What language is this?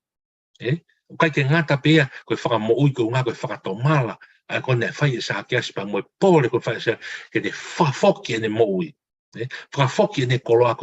Tongan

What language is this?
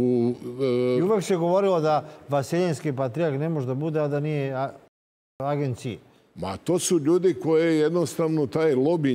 Serbian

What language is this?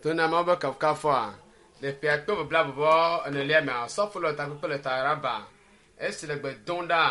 Ewe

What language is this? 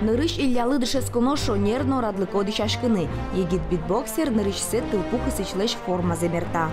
Udmurt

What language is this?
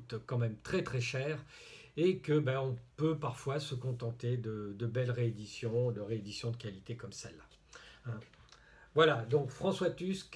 French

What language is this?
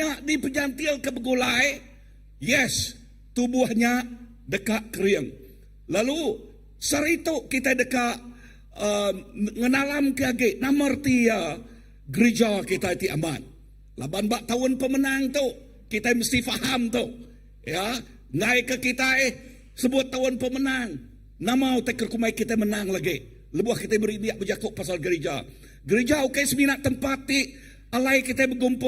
Iban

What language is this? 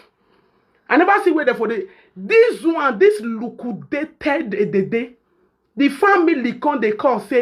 Nigerian Pidgin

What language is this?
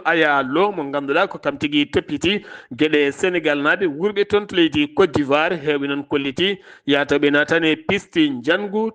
Fula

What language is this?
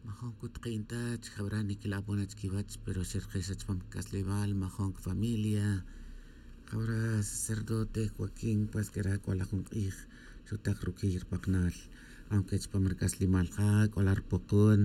Tz'utujil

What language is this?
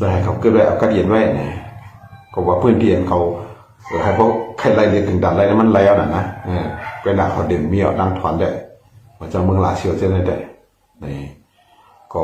Shan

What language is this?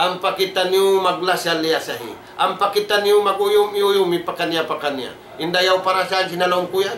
Tausug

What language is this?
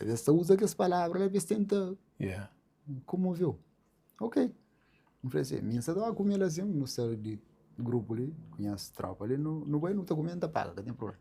Kabuverdianu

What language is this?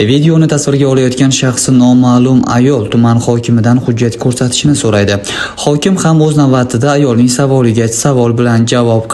Uzbek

